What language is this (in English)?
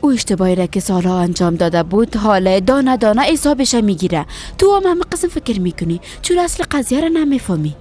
Persian